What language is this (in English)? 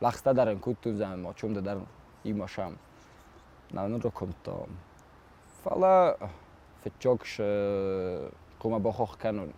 Ossetic